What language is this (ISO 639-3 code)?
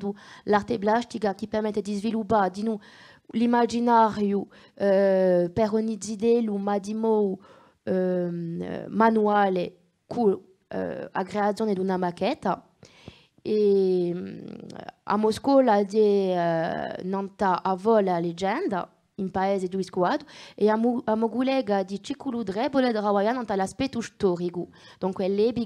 cos